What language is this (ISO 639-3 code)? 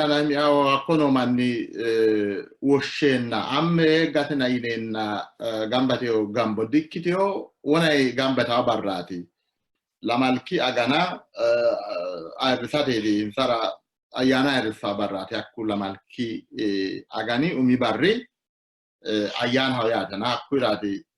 sid